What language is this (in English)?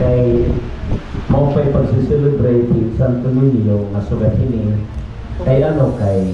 Waray